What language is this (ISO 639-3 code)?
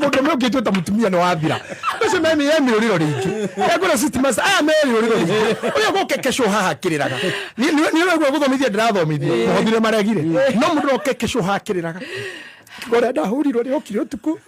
kik